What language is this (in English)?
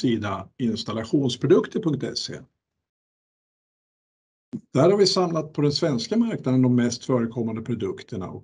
Swedish